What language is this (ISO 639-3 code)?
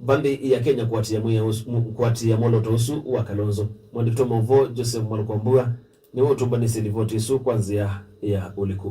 kam